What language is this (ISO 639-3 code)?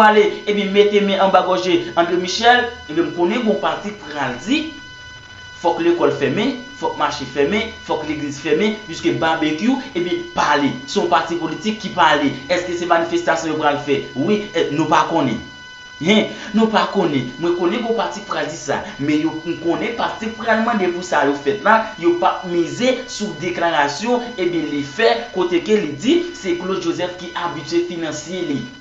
hat